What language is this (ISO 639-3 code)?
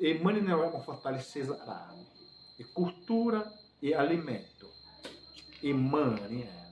xav